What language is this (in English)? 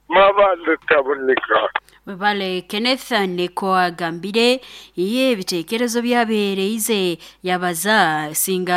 Nyoro